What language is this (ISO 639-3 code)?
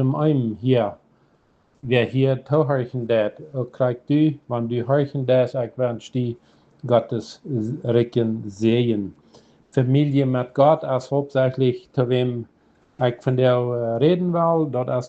pdt